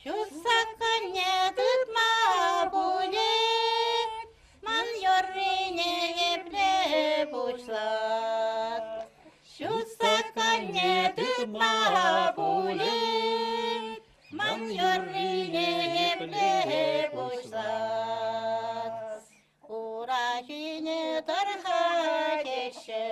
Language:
Chuvash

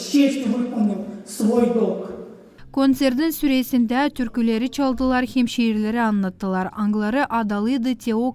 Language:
Gagauz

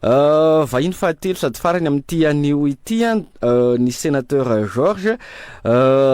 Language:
Malagasy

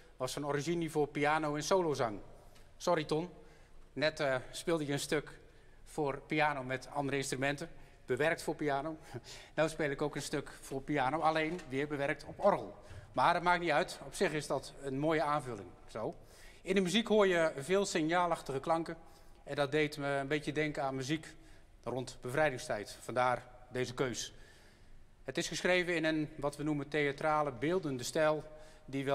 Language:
Dutch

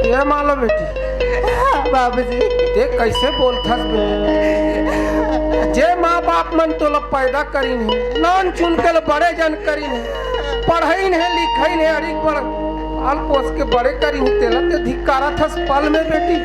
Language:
Chhattisgarhi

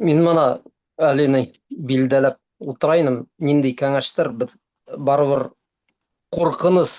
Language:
Bashkir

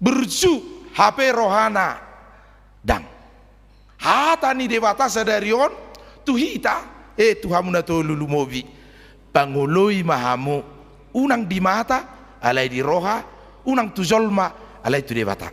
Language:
Batak Toba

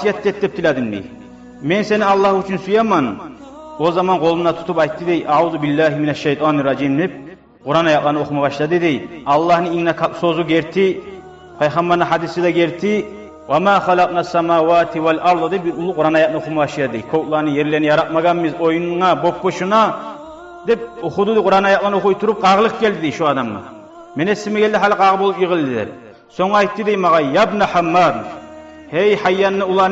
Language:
Kumyk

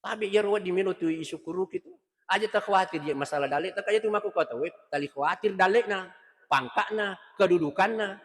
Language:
Buginese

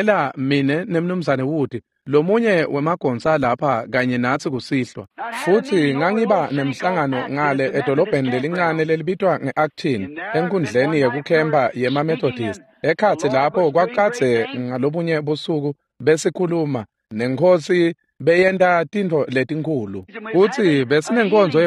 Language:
Swati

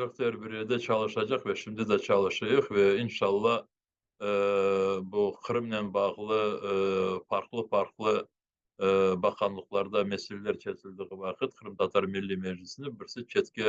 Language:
Crimean Tatar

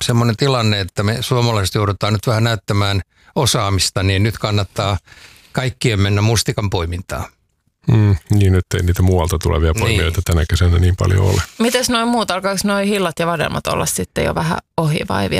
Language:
Finnish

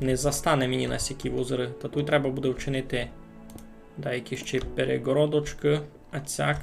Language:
Rusyn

